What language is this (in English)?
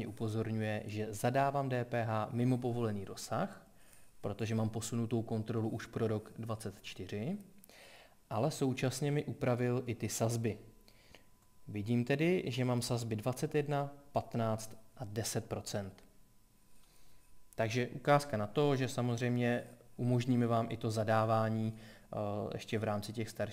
Czech